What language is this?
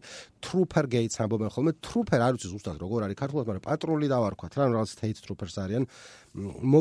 Georgian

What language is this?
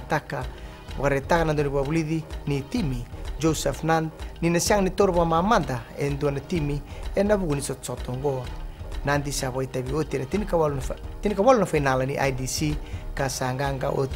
Fijian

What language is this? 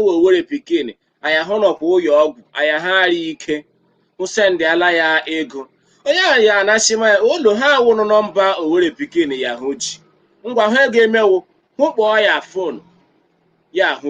Igbo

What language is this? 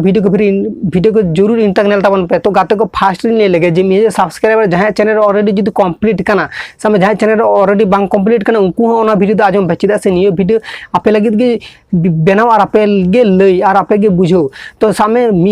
Santali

